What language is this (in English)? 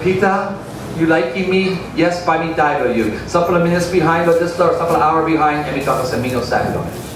Tok Pisin